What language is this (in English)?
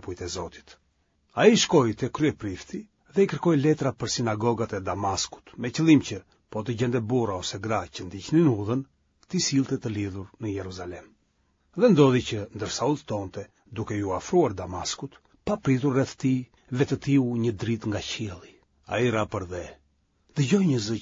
Albanian